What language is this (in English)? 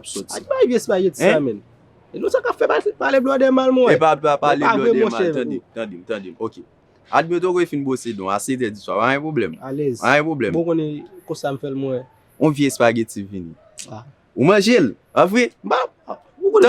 Haitian Creole